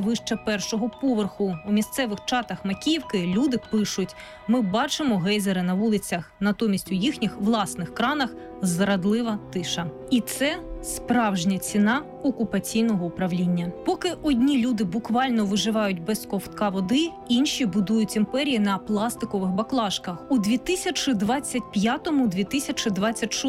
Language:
Ukrainian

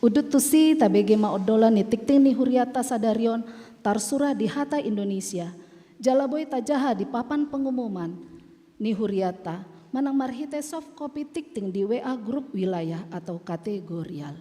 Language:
Batak Toba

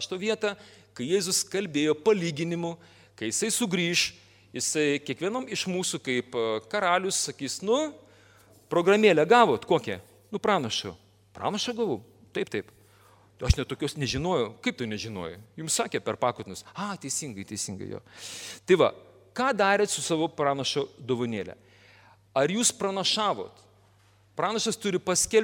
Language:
Lithuanian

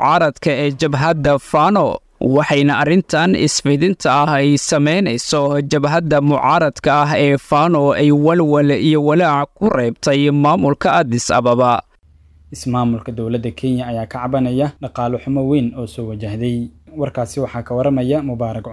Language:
Somali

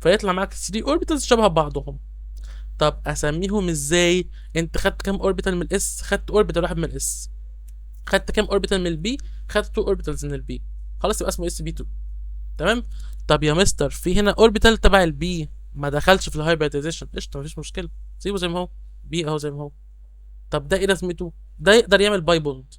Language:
Egyptian Arabic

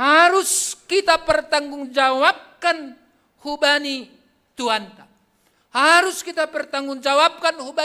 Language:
Batak Simalungun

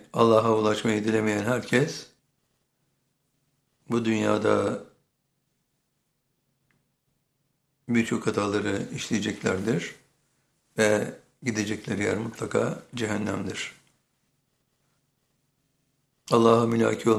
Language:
Turkish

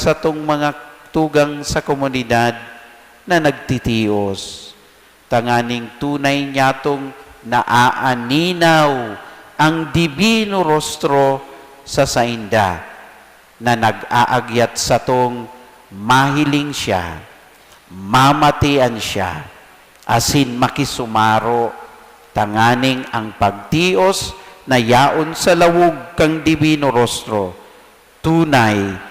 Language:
Bikol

